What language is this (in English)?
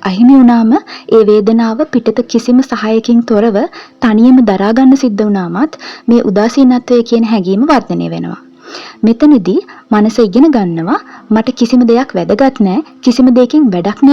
Sinhala